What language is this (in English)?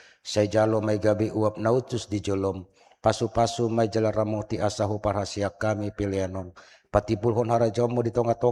Batak Toba